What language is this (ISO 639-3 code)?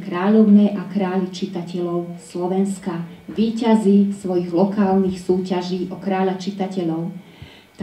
slk